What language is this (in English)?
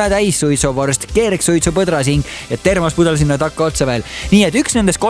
Estonian